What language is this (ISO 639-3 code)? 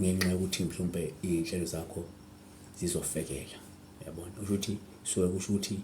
zul